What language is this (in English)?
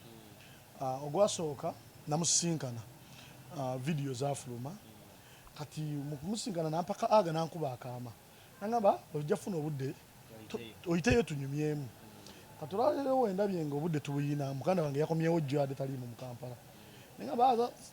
Ganda